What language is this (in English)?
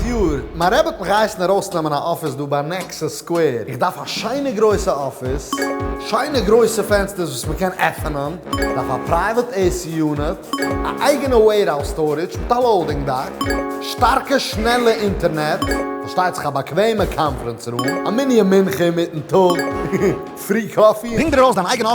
Yiddish